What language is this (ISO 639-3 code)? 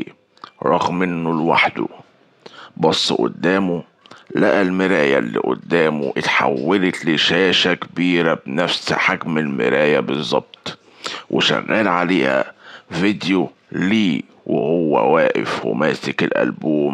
arz